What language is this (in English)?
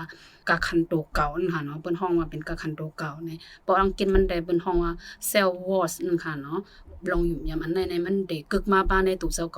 Shan